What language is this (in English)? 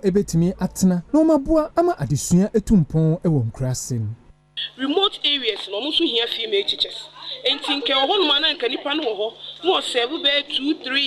Akan